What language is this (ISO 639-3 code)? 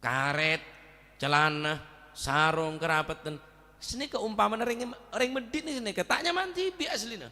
mad